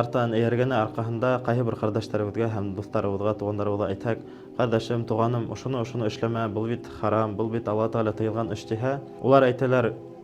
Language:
Bashkir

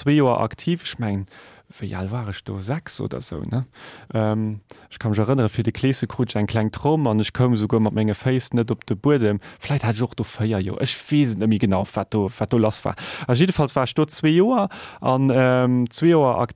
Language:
Luxembourgish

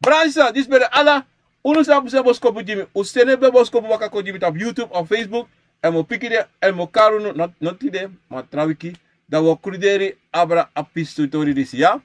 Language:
Sranan Tongo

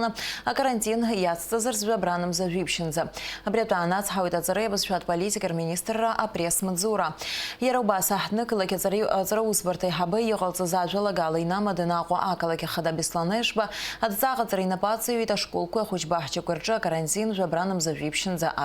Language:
Abkhazian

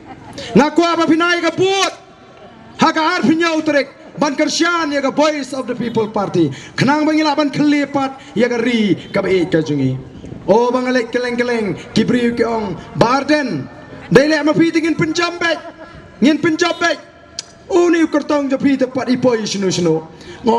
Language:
Khasi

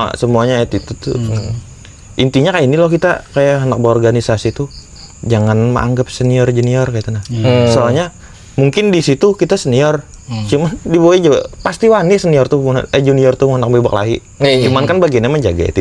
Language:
Banjar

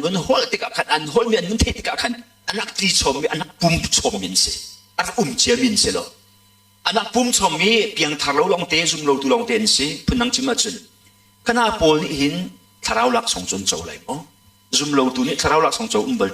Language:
Hakha Chin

